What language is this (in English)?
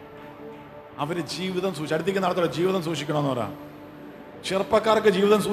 Malayalam